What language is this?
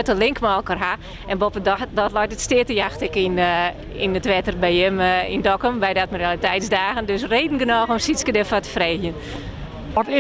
Western Frisian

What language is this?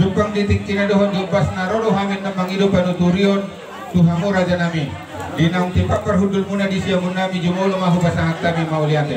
Batak Toba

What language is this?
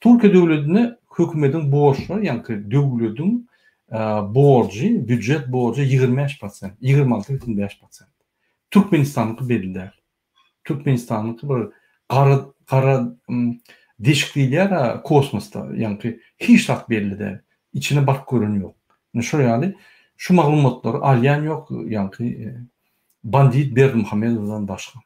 Turkmen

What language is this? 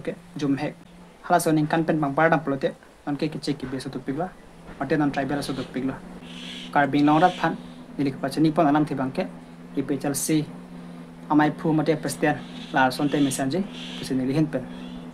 Karbi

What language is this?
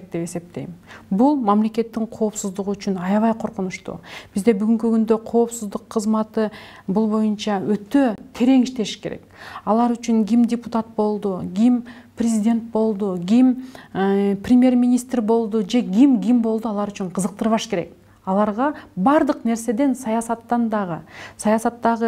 Kyrgyz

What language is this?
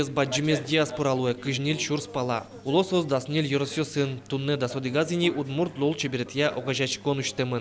Udmurt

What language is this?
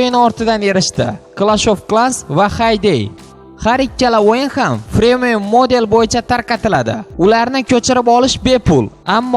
Uzbek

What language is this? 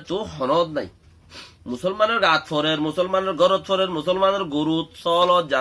Rohingya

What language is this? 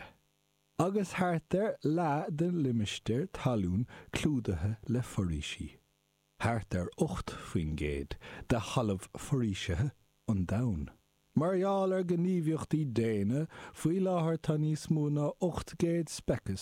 Irish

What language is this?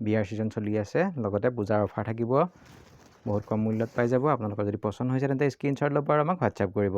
Assamese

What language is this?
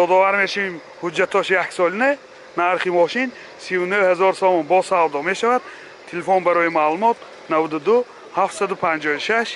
Tajik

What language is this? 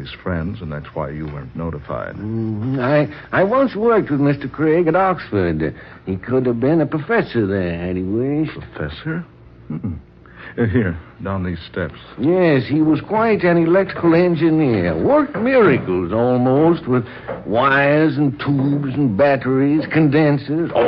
English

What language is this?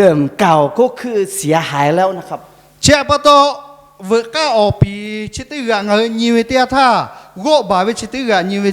Lahu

